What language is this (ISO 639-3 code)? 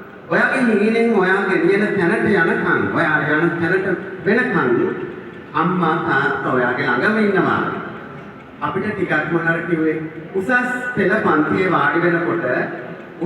sin